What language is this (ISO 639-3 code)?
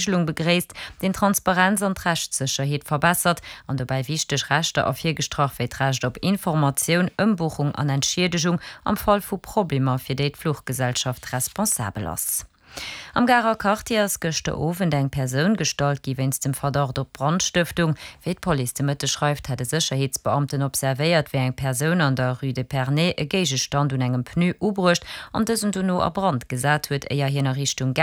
ltz